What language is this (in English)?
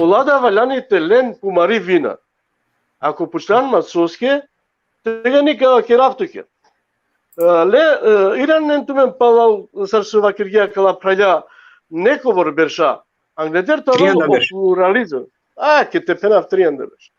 Balkan Romani